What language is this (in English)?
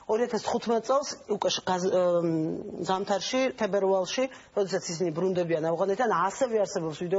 Georgian